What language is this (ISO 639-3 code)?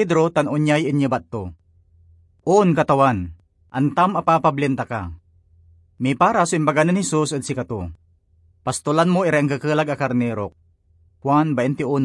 pag